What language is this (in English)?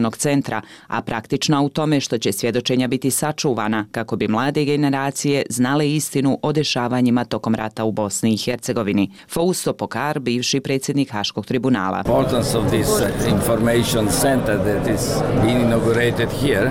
Bosnian